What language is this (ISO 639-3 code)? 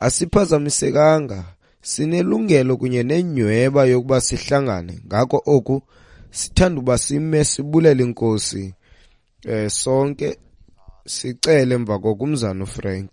xho